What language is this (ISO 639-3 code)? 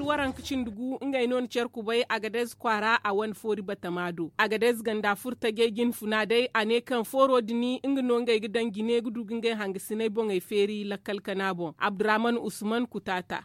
dje